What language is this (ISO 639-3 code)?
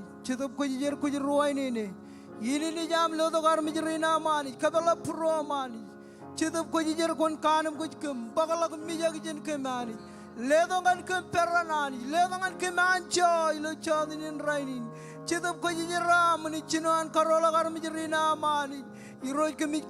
mah